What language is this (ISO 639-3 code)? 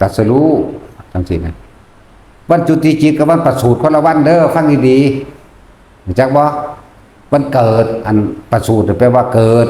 tts